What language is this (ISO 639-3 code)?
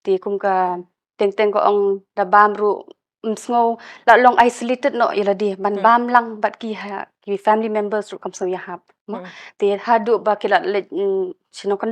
kha